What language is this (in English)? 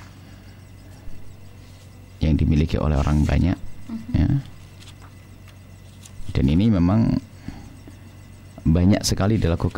Indonesian